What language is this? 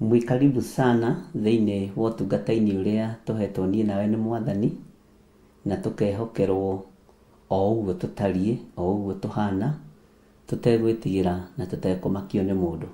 Kikuyu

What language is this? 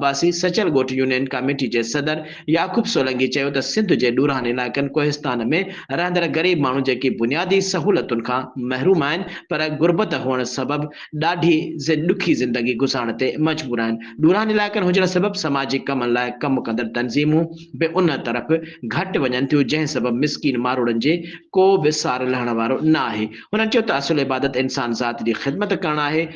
Sindhi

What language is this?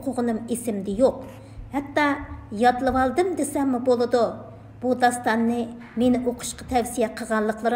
Uyghur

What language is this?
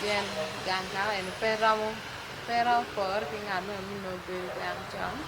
Acoli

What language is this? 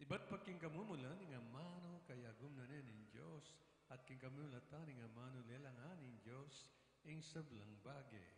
Pampanga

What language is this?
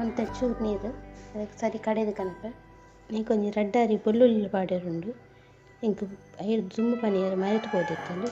Tulu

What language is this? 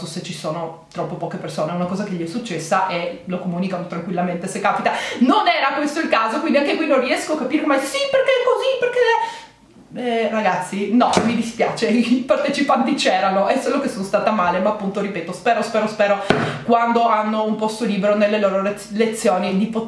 Italian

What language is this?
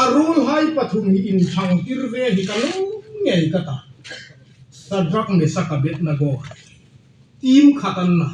Hmar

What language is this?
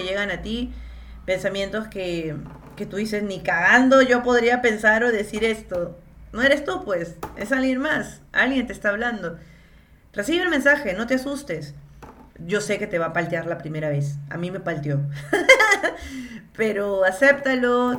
Spanish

